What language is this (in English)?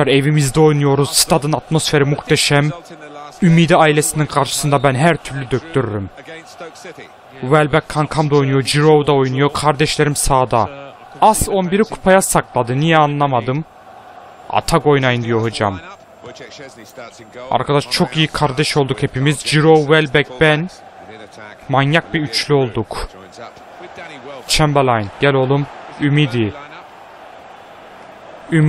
Turkish